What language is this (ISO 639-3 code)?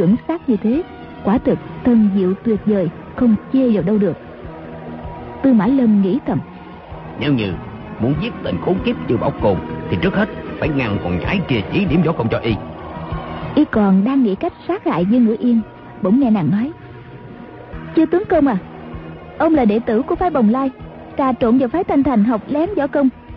vie